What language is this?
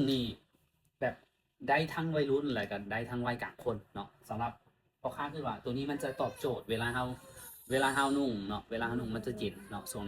Lao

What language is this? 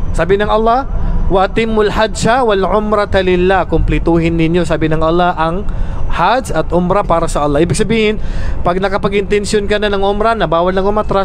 Maranao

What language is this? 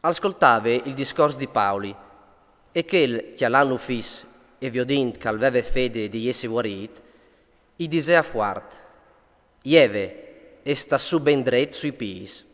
Friulian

